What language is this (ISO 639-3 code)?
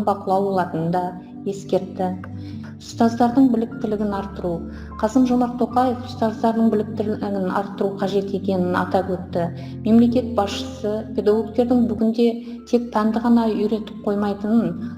kaz